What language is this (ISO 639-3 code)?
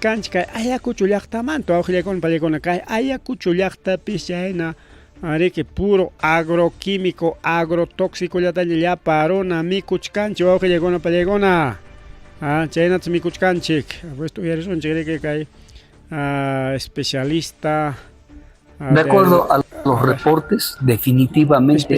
quy